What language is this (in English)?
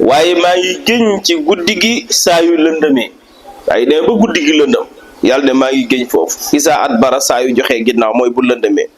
Wolof